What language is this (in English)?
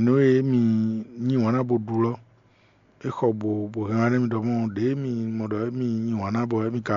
Fon